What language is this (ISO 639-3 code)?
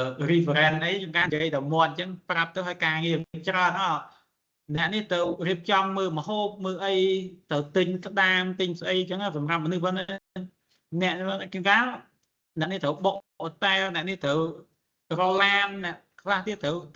khm